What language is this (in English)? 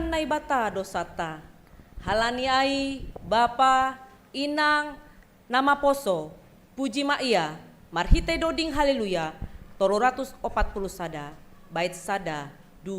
Batak Simalungun